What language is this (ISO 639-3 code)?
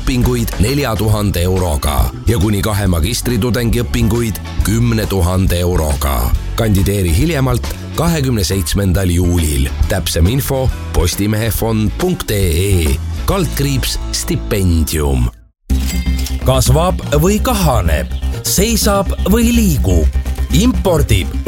est